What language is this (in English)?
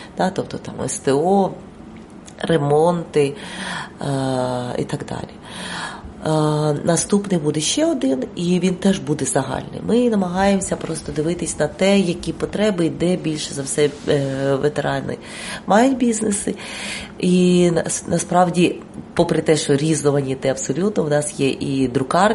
Ukrainian